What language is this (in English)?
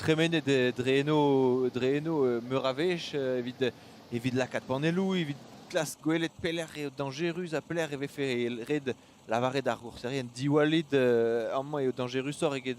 Breton